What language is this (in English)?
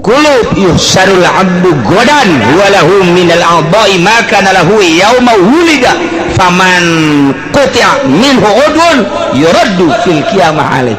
Sundanese